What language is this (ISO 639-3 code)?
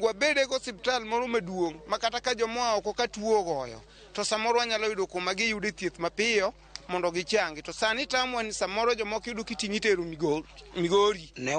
luo